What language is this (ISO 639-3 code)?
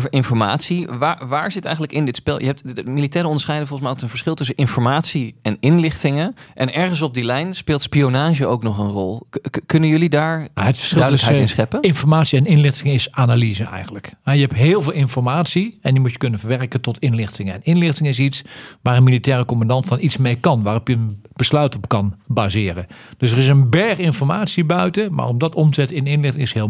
nld